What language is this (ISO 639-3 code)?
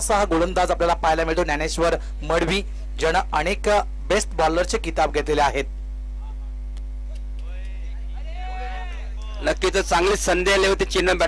mar